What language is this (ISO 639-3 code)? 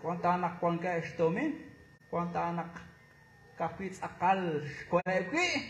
kek